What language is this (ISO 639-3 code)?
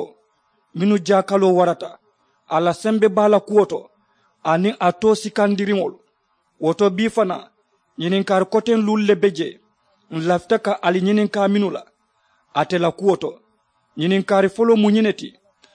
man